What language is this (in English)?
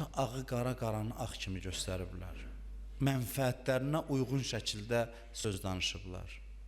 Azerbaijani